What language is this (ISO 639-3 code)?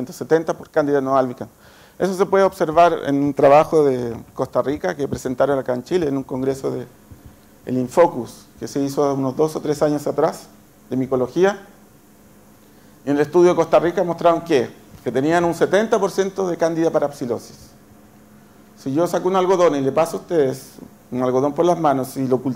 spa